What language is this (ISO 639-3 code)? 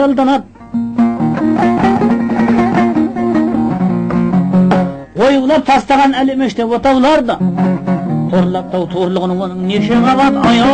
kaz